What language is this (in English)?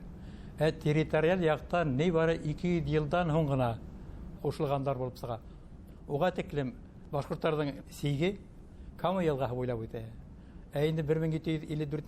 Bashkir